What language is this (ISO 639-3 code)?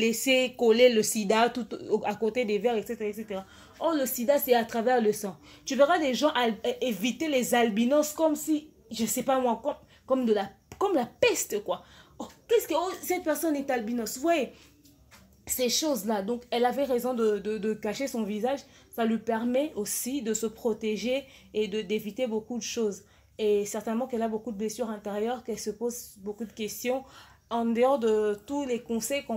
fra